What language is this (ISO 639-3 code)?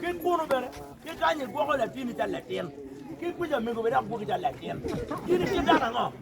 ach